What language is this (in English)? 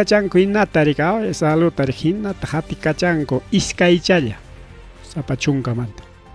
Ayacucho Quechua